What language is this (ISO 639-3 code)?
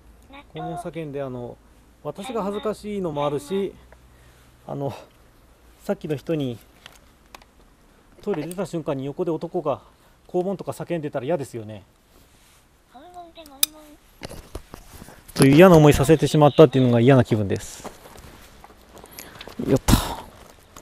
jpn